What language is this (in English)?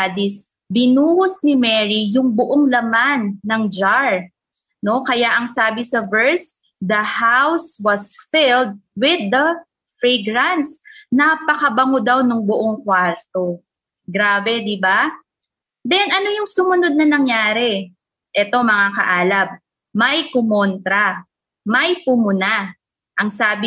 Filipino